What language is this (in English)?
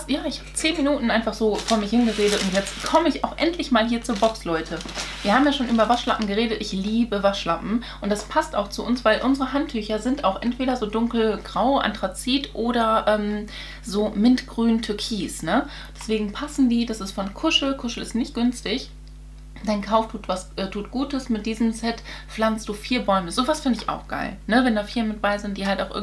German